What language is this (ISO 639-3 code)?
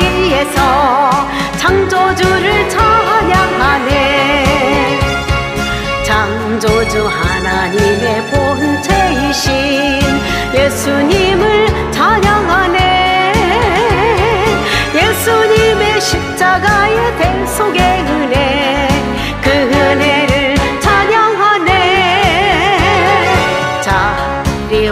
kor